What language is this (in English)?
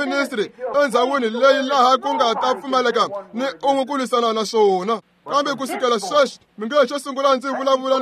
Tsonga